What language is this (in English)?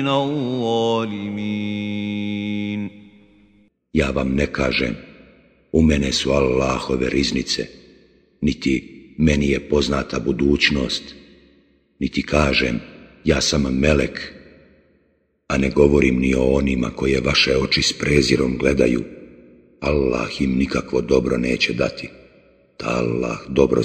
Bosnian